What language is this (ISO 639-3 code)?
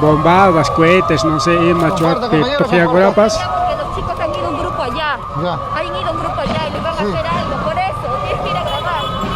quy